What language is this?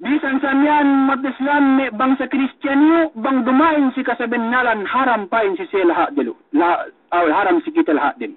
Yakan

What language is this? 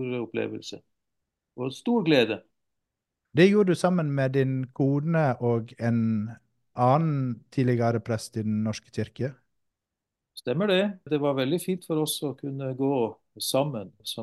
Norwegian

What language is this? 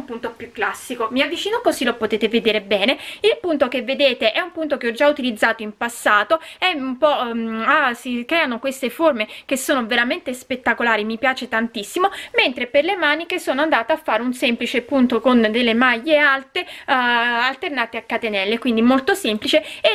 Italian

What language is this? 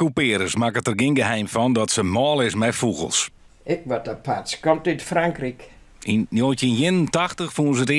Western Frisian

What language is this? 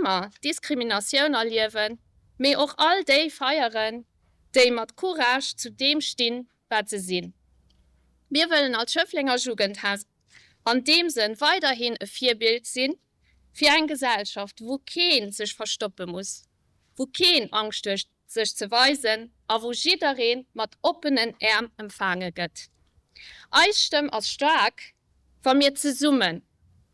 Luxembourgish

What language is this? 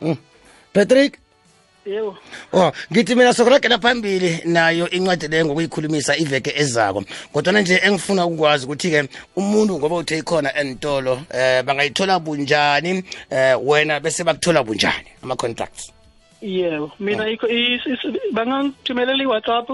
South Ndebele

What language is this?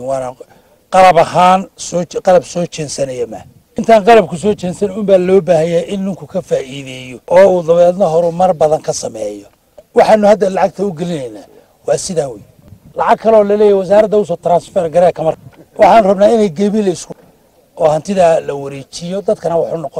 Somali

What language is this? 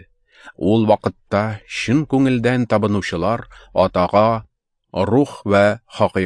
Tatar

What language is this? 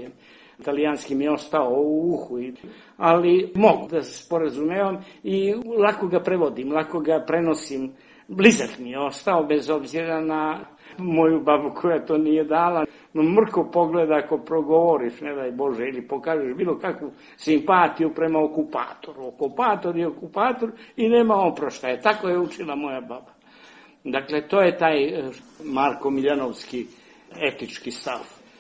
Serbian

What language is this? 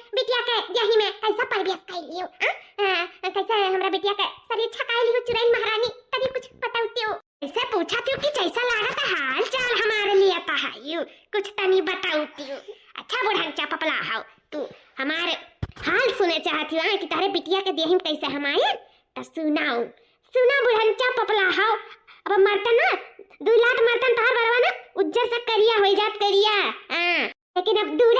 Awadhi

